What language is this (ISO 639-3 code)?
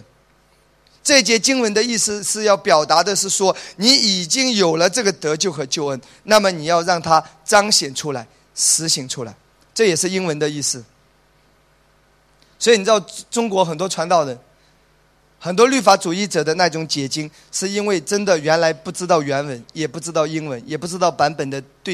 zho